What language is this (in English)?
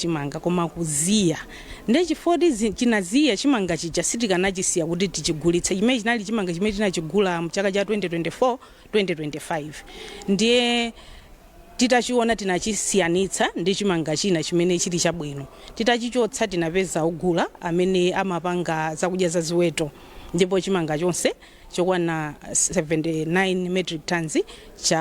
Nyanja